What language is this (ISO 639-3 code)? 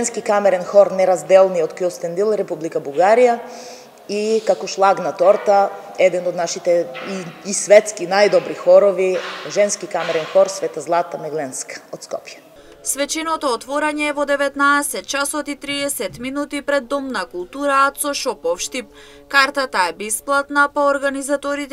mkd